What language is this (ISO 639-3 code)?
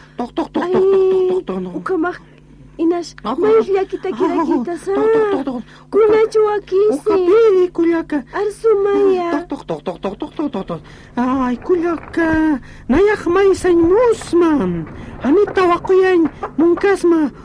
aym